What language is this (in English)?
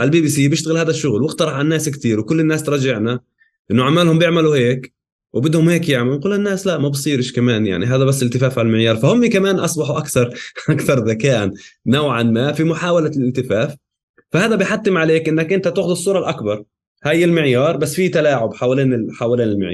North Levantine Arabic